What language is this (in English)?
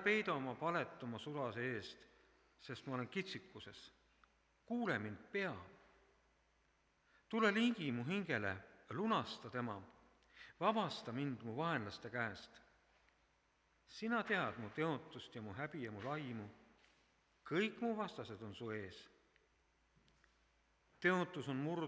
Estonian